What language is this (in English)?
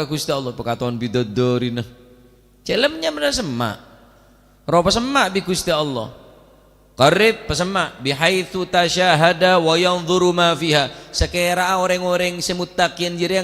Madurese